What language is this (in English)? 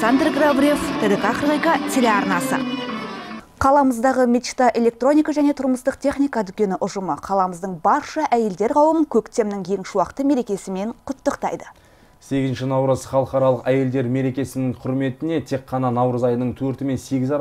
Kazakh